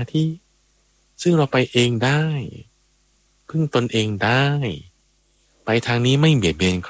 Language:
Thai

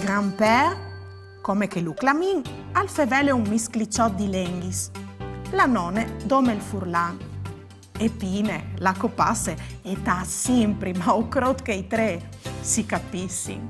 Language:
Friulian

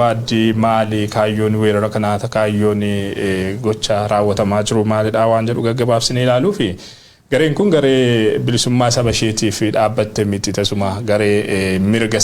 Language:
Oromo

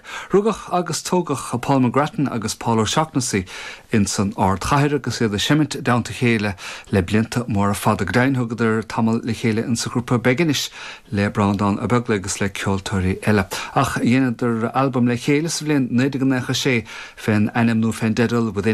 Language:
Irish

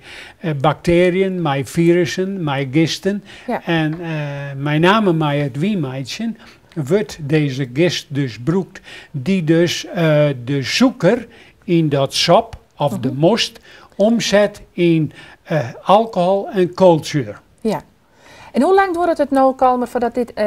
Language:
Western Frisian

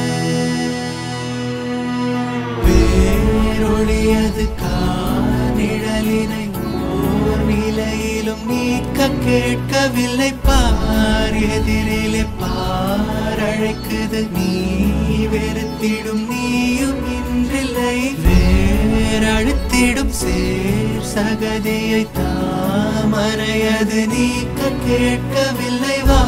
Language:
Tamil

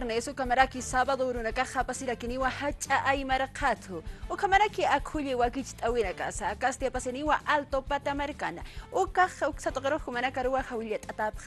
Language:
Aymara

